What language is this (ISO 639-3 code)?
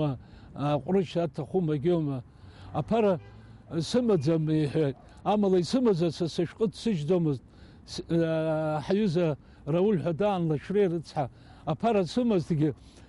abk